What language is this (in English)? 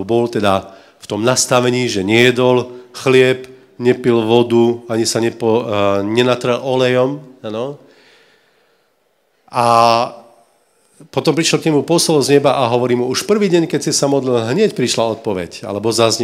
Slovak